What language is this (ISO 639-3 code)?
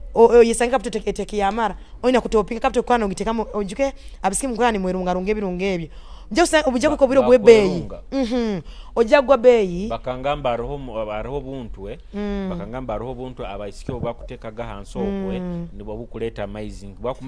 nyo